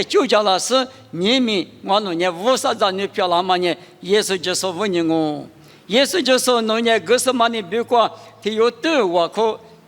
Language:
Lisu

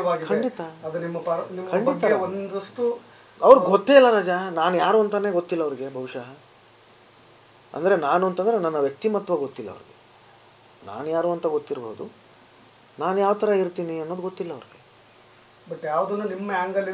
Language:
Kannada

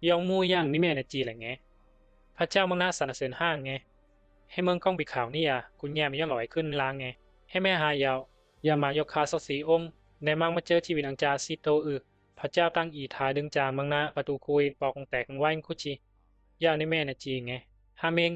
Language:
Bisu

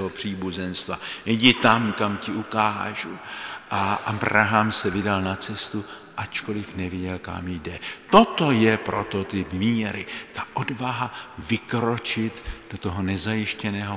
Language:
Czech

